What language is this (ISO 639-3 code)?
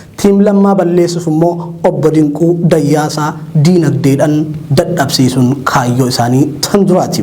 orm